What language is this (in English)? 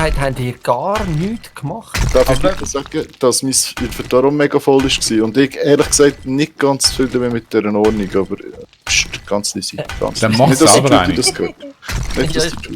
Swiss German